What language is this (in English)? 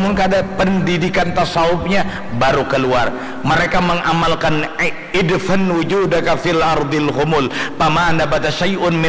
Banjar